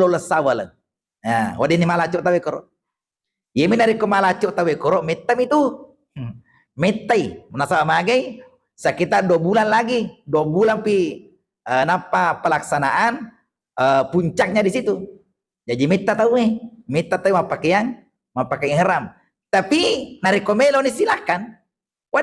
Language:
Buginese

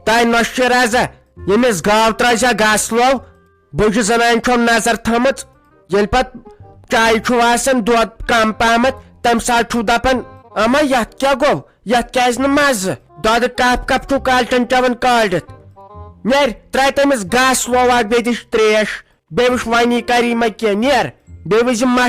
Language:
Kashmiri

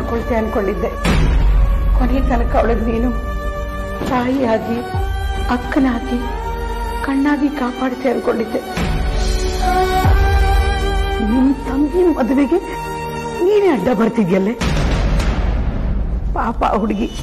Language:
Kannada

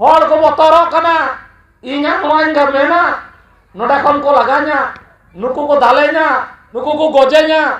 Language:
Santali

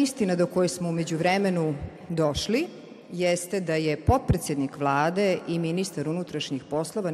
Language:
Serbian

